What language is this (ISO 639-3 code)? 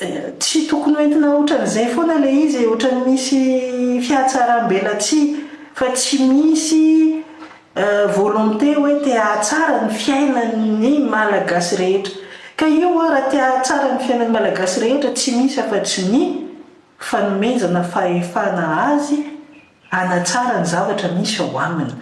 mlg